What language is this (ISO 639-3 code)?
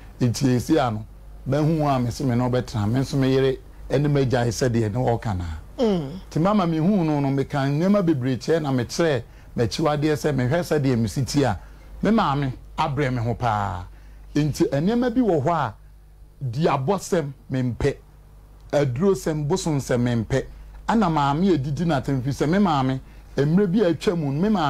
aka